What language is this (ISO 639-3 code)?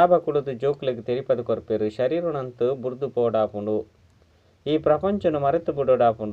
tcy